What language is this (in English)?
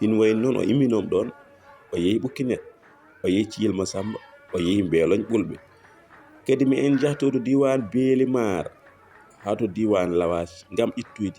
Fula